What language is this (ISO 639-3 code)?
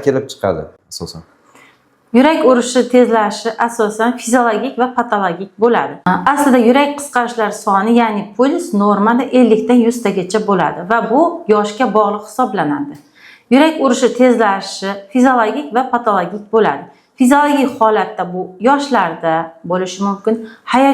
uzb